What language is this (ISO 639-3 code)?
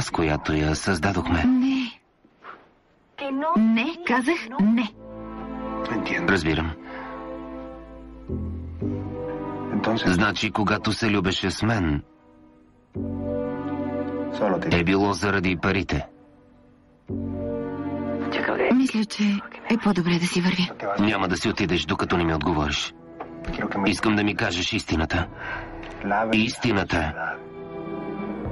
bul